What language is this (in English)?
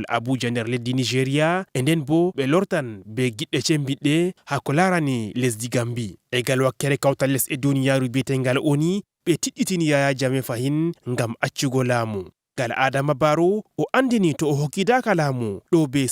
Fula